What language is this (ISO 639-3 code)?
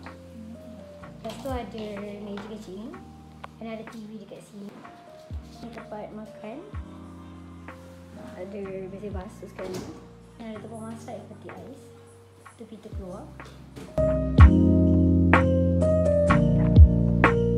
msa